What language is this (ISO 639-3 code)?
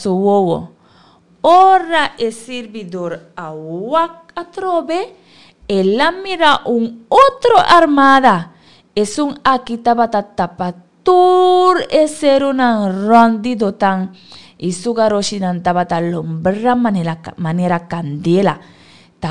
pap